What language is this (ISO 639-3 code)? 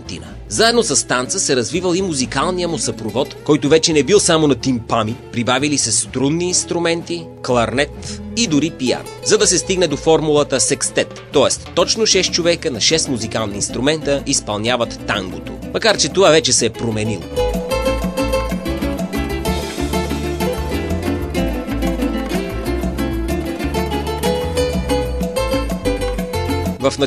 bul